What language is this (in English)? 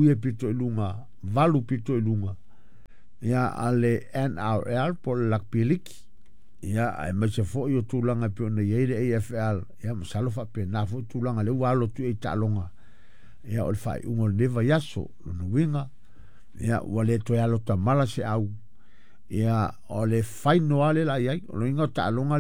Samoan